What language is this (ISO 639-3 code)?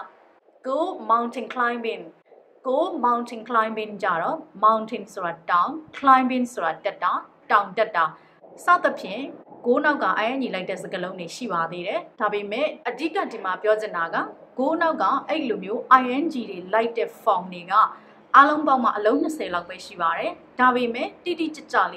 mya